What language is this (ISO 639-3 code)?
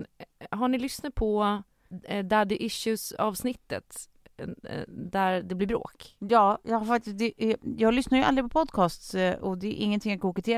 swe